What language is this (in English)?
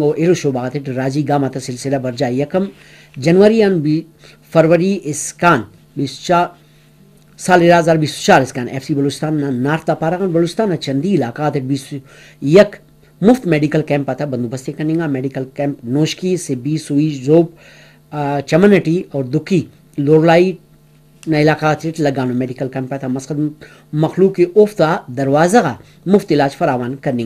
Brahui